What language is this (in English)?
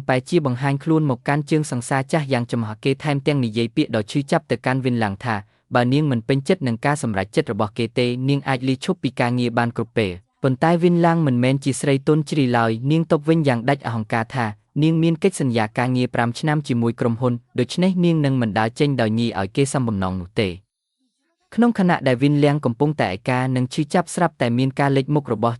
Khmer